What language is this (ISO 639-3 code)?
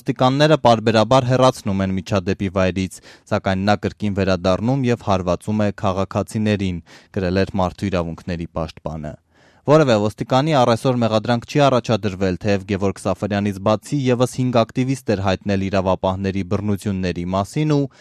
hye